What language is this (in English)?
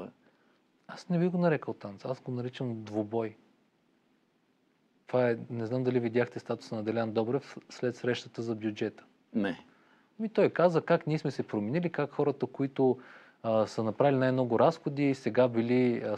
Bulgarian